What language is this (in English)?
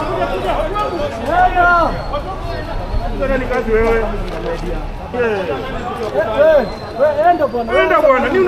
Swahili